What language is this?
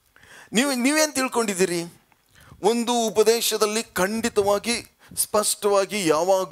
Kannada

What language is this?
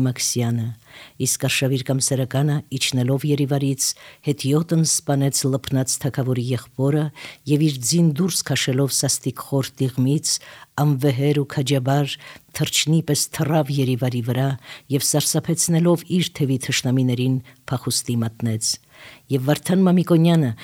Armenian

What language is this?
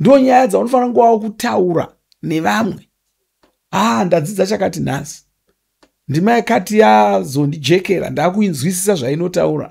Shona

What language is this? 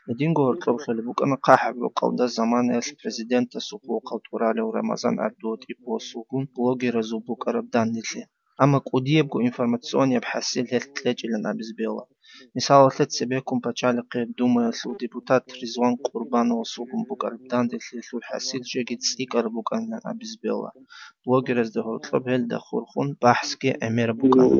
Avaric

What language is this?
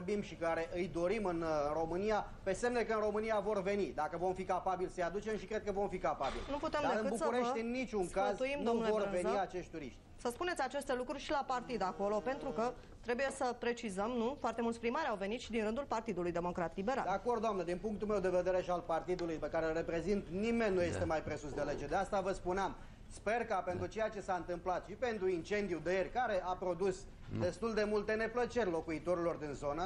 Romanian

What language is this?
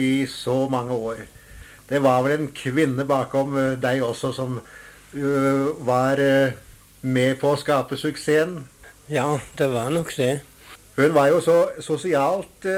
Norwegian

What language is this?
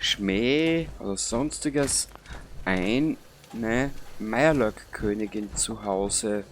Bavarian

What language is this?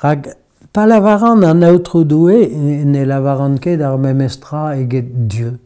Breton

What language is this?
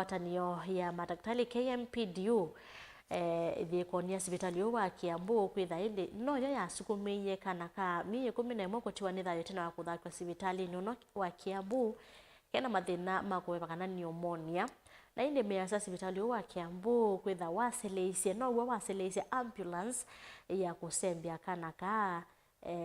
Kamba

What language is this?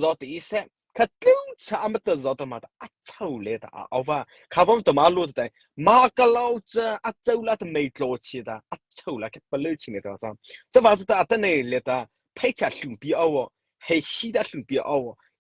Mara Chin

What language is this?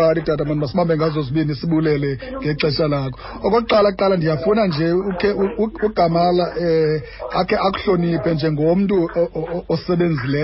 Xhosa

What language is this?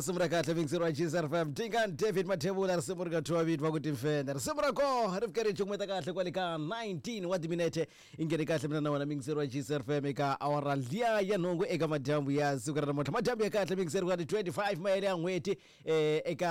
Tsonga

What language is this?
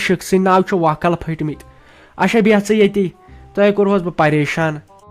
Kashmiri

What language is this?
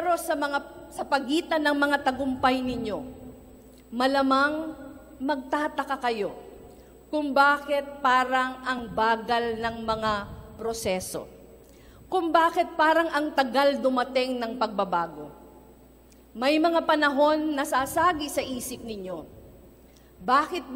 Filipino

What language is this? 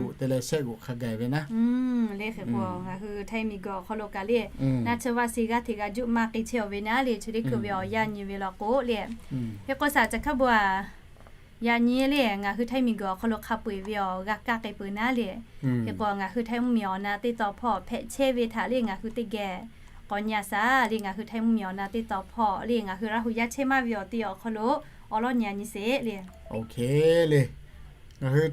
Lahu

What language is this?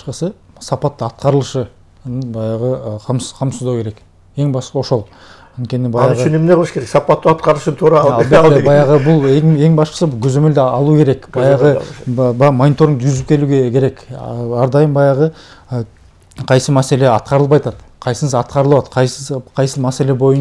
Kyrgyz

